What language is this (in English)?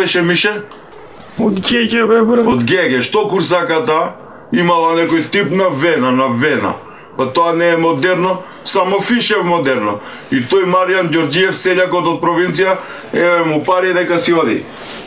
Macedonian